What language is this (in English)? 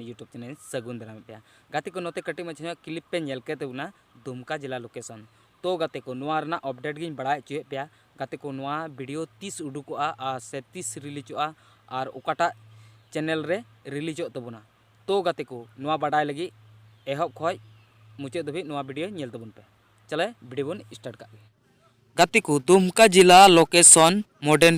Santali